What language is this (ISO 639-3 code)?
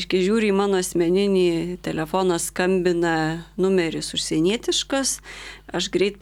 lit